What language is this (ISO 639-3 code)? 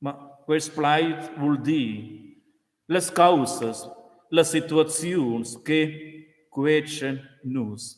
roh